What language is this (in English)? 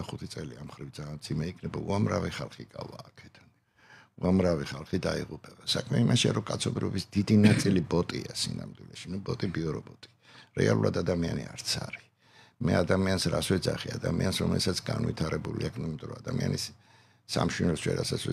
Georgian